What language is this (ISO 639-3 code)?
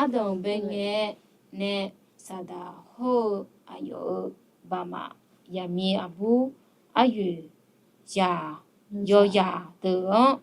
ahk